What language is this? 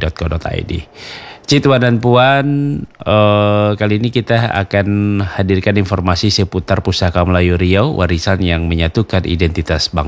Indonesian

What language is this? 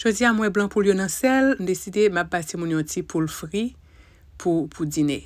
Haitian Creole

